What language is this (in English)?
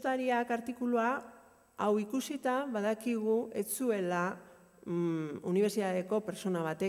Basque